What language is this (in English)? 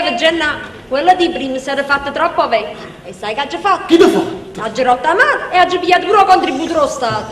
Neapolitan